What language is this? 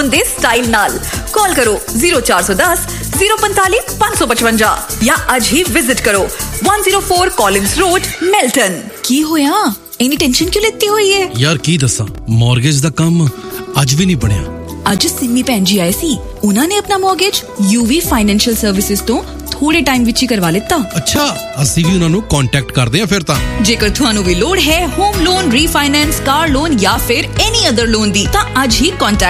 Punjabi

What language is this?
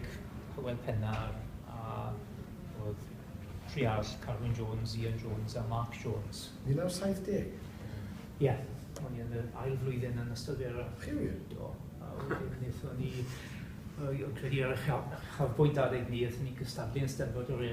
Welsh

